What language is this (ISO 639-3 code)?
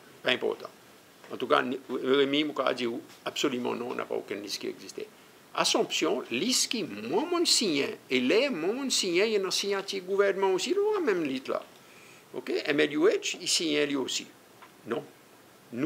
crs